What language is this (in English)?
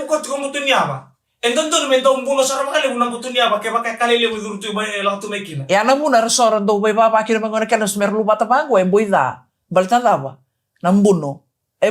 Fijian